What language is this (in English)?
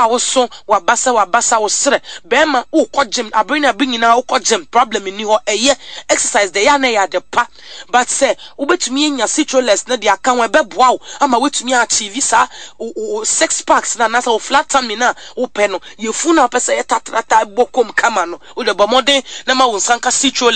Akan